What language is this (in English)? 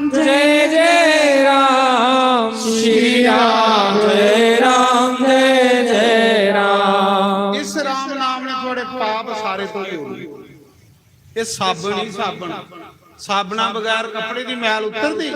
Dogri